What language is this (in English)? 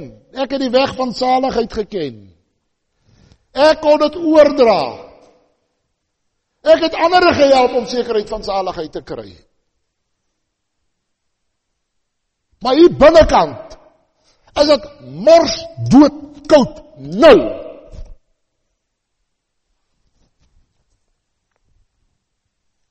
Afrikaans